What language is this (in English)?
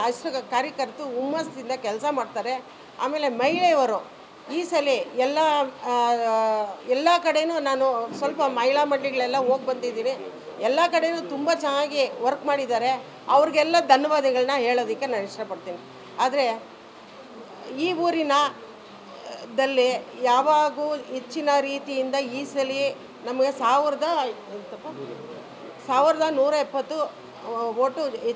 Kannada